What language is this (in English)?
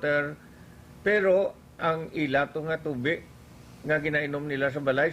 Hiligaynon